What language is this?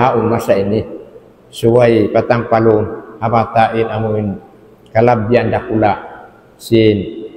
Tausug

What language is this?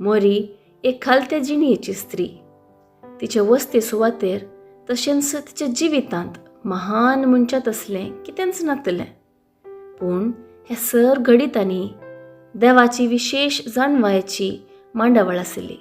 Konkani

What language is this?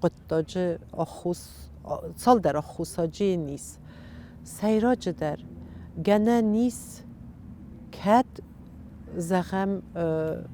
Ossetic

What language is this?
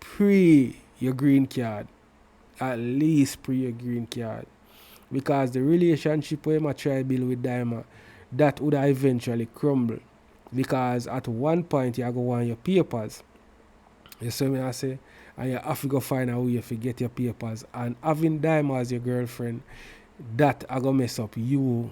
Jamaican Creole English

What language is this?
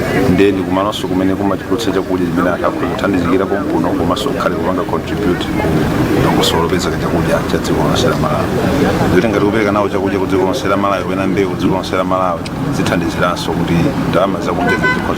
Nyanja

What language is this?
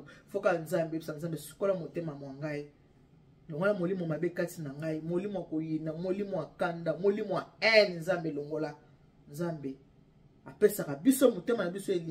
Lingala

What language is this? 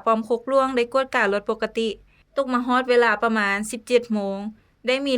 Lao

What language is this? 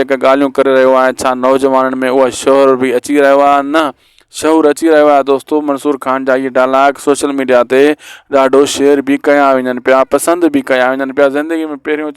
Sindhi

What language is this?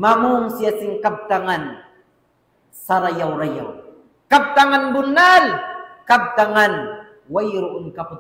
Tausug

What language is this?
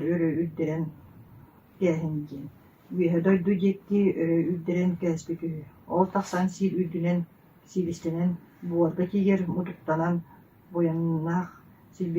Yakut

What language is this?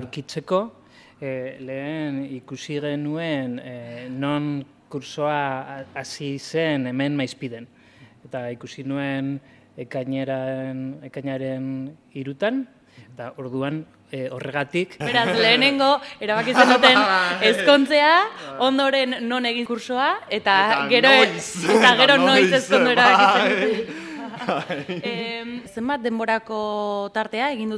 Basque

